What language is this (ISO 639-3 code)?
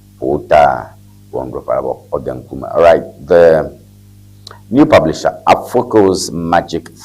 ewe